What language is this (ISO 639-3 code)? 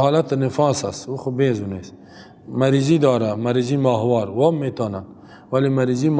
fas